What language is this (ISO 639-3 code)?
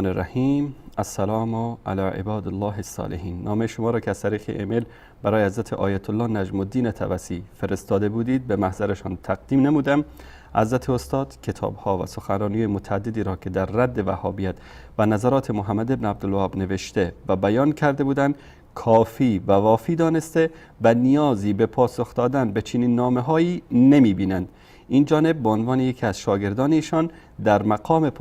fas